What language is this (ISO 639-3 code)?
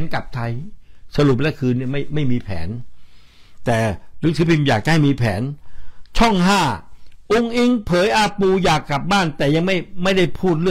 tha